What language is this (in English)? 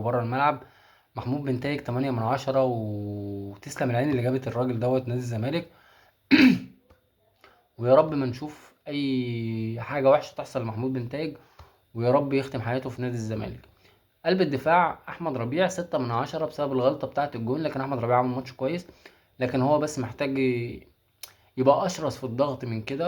Egyptian Arabic